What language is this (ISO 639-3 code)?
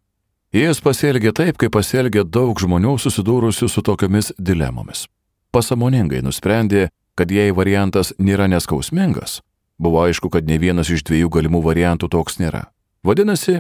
lit